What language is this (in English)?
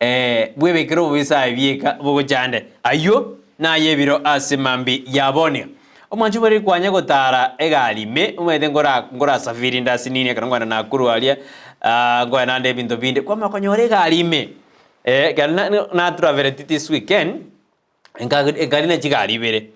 Gusii